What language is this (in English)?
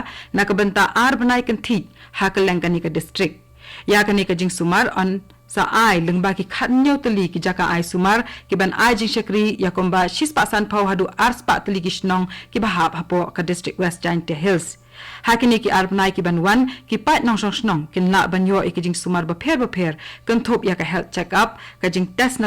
Khasi